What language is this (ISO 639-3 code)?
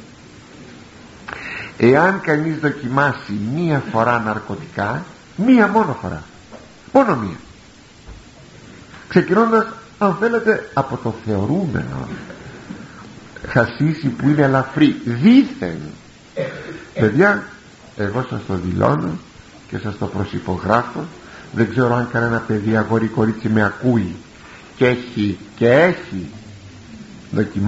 ell